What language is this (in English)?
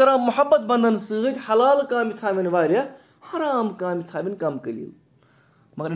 Kashmiri